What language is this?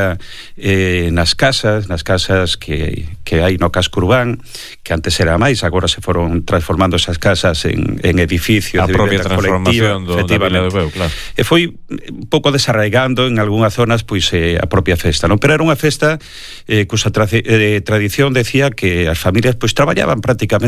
Galician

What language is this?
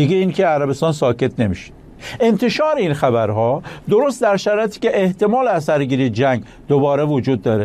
Persian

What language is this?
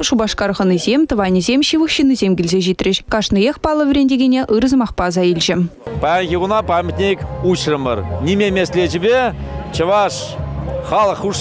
Chuvash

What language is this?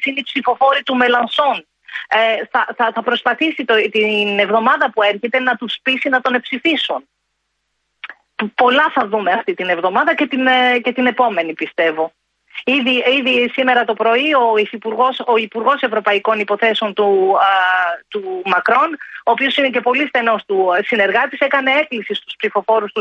Greek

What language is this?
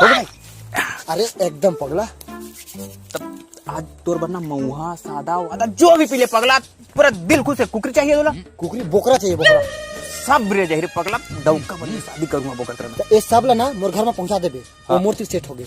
Chhattisgarhi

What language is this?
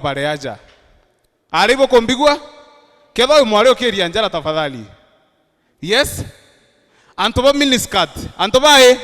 Meru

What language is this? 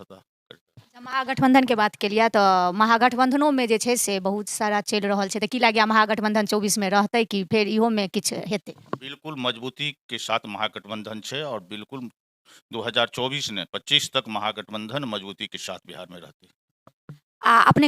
Maithili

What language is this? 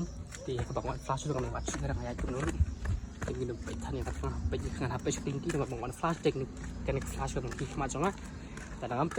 Khasi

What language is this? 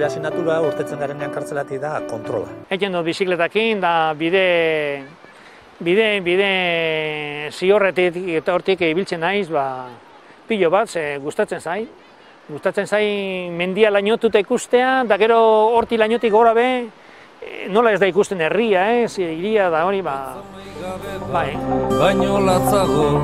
Basque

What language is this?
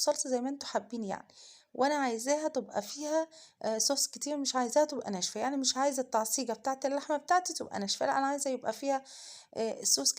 Egyptian Arabic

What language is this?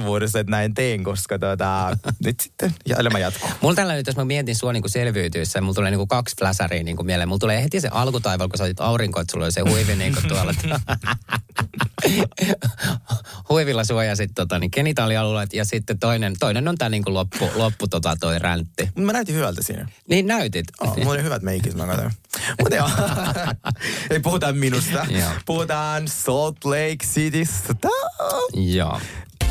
Finnish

